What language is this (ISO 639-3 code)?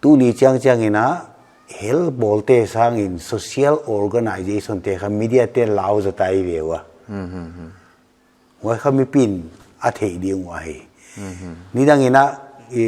pck